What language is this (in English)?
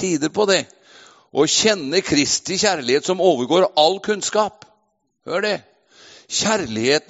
Norwegian